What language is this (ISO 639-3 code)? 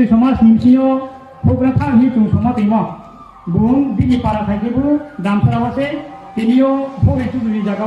ria